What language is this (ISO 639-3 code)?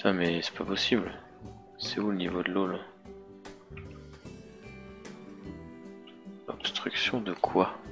fra